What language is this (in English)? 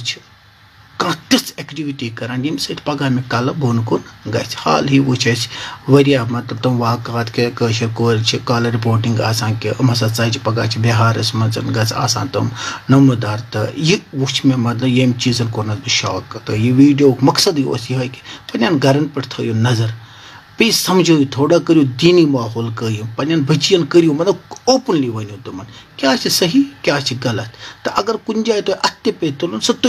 Kashmiri